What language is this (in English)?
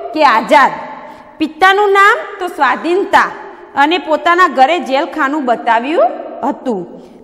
Gujarati